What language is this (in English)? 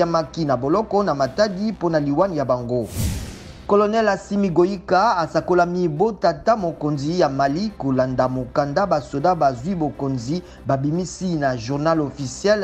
Lingala